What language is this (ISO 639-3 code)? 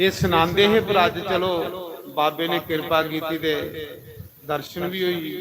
doi